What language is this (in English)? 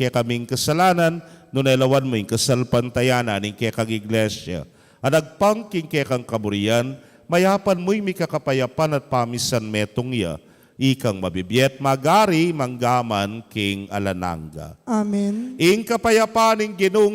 Pampanga